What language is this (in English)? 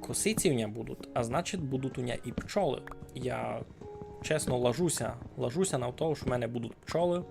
Rusyn